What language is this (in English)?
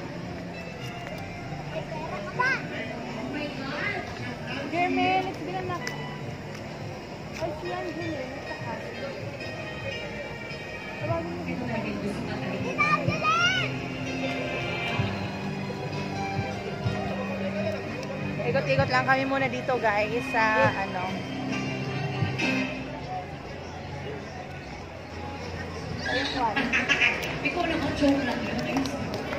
Filipino